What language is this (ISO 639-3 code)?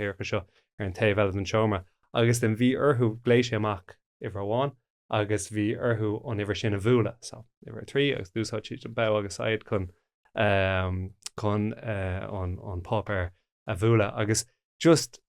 gle